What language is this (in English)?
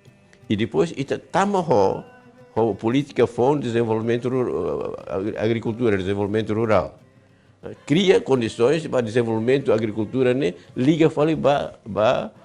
Tetum